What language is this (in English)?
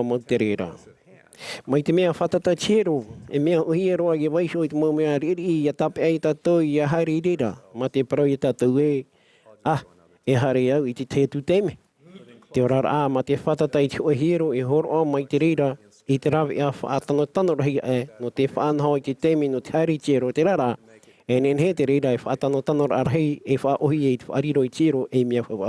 Tahitian